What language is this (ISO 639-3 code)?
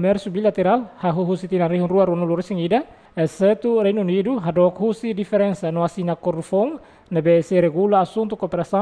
tet